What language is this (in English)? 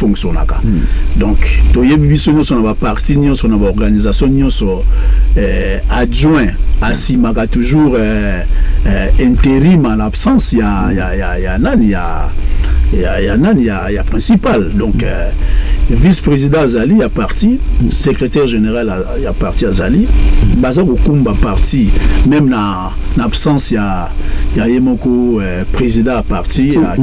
Lingala